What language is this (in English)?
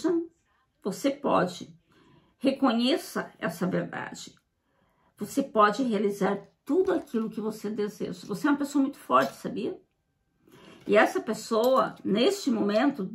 Portuguese